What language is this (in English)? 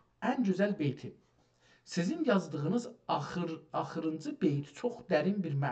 South Azerbaijani